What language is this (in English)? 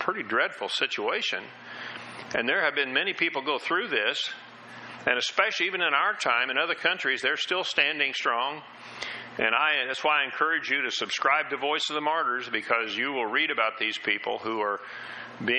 English